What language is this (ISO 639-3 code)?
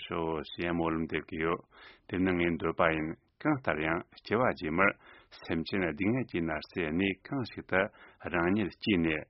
bod